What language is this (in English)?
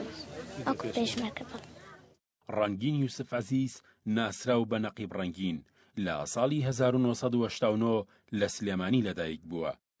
Central Kurdish